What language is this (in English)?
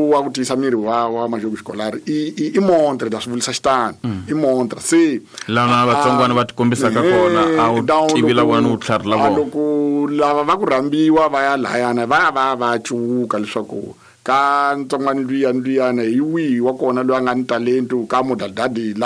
Tsonga